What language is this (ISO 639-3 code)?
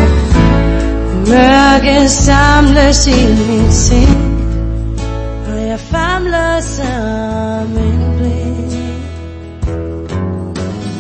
dan